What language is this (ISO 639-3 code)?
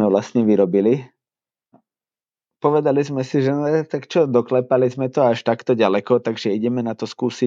slk